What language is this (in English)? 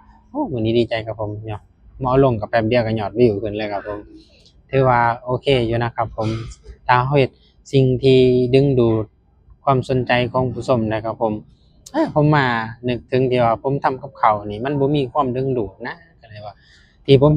Northeastern Thai